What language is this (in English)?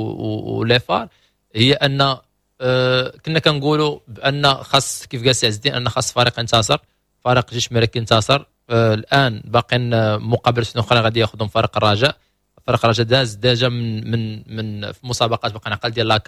Moroccan Arabic